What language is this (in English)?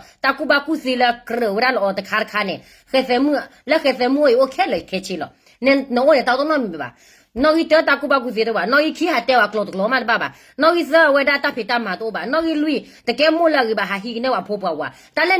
S'gaw Karen